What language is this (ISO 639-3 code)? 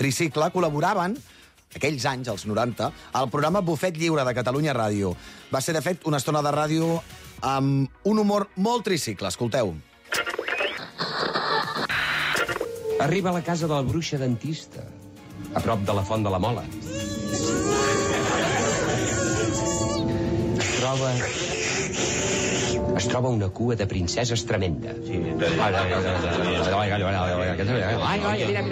cat